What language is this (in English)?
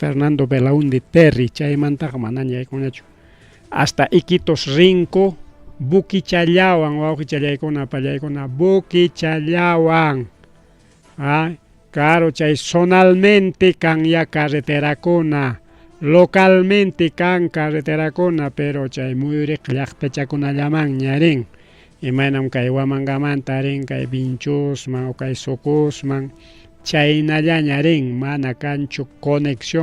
Ayacucho Quechua